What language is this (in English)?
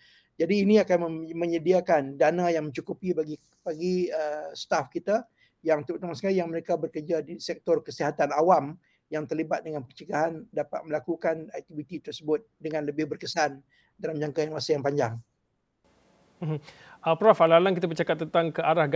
Malay